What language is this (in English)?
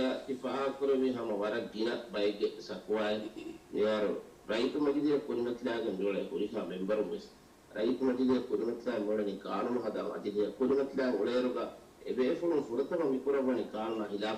Divehi